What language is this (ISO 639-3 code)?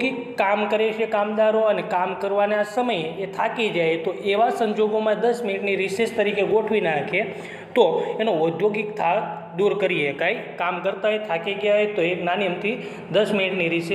guj